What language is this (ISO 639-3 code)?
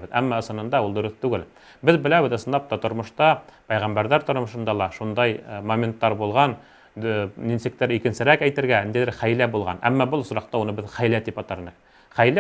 bak